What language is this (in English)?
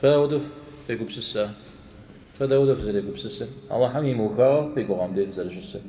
Kabardian